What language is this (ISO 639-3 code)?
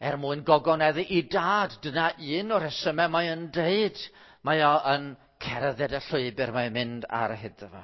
cym